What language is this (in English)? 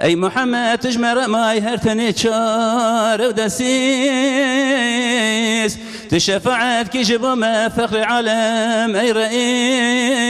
Kurdish